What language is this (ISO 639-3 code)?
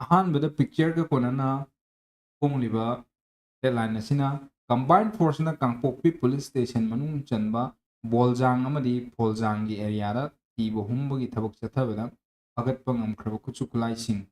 mni